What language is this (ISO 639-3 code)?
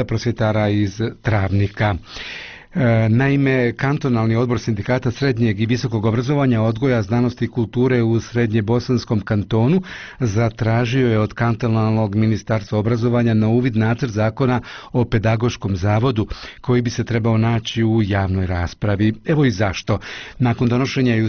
bos